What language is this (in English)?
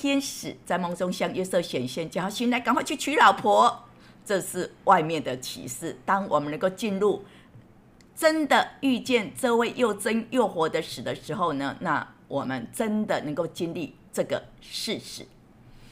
Chinese